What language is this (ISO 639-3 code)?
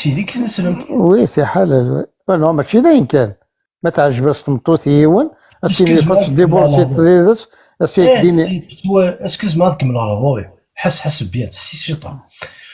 kab